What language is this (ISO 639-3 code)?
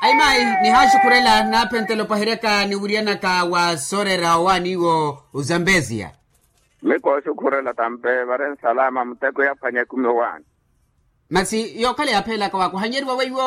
vmw